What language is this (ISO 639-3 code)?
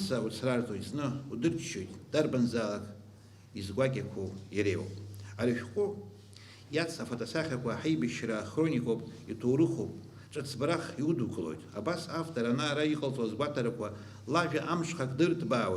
abk